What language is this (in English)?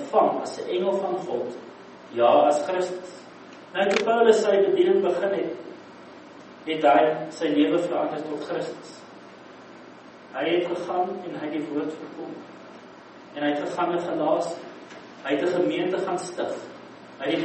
Afrikaans